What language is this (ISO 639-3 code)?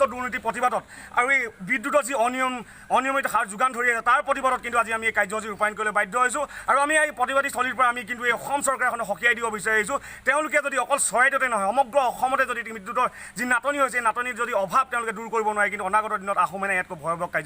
asm